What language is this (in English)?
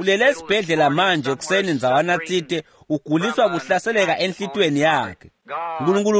Swati